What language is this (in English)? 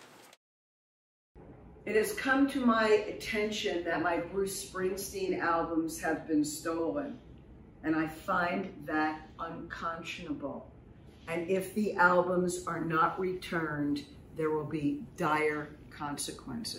English